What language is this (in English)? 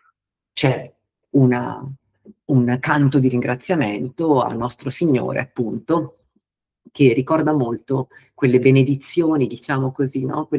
Italian